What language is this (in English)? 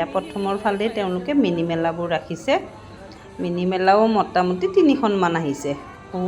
Assamese